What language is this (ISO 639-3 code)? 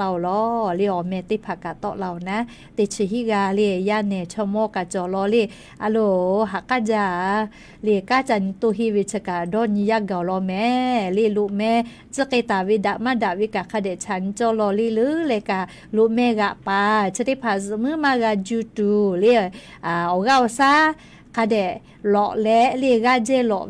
lhu